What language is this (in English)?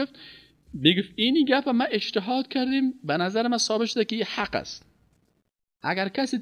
Persian